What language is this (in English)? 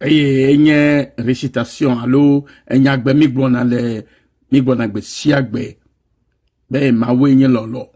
Ewe